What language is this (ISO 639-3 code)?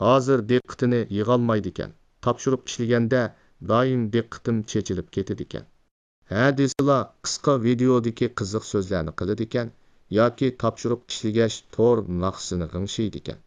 uig